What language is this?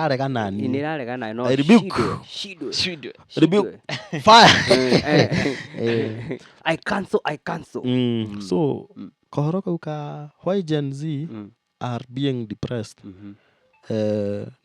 Kikuyu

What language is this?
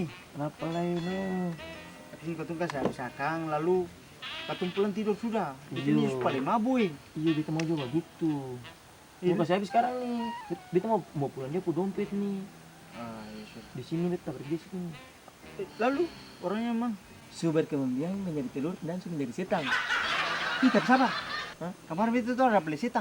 Ambonese Malay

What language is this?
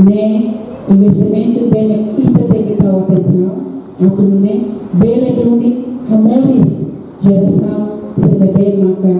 Tetum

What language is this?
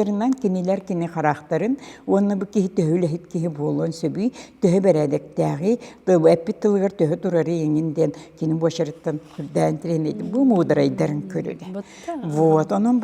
Yakut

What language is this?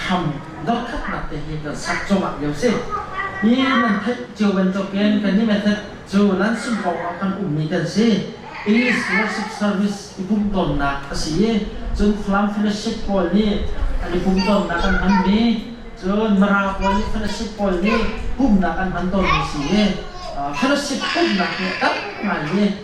Hakha Chin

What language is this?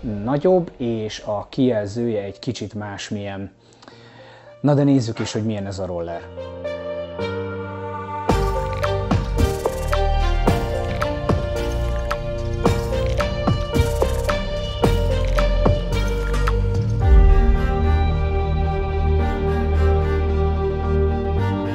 Hungarian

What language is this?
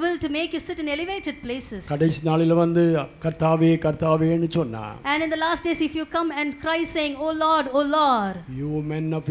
Tamil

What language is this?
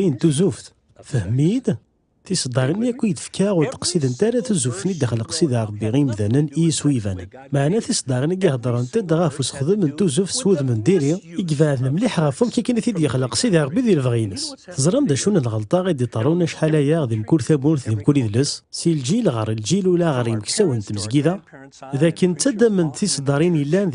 Kabyle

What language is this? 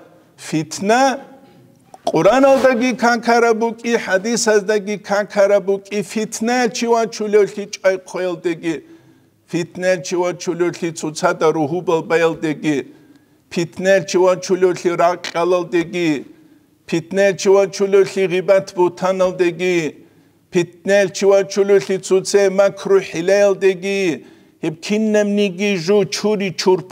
Avaric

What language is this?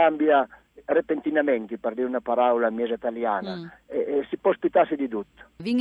Friulian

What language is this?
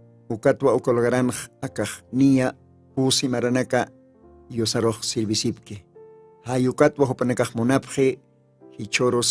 Aymara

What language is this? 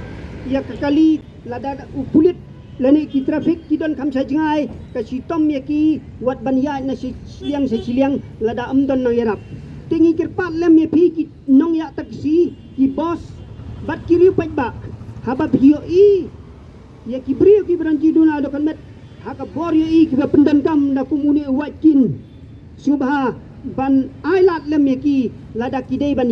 Khasi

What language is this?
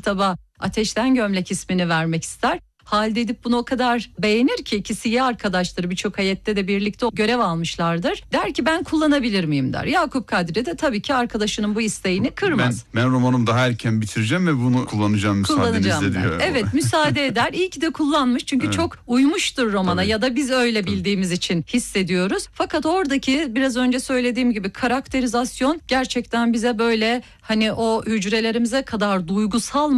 Turkish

